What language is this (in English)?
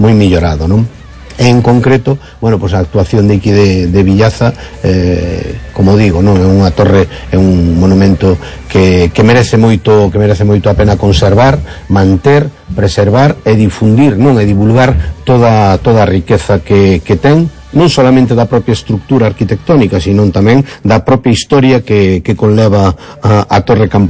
Galician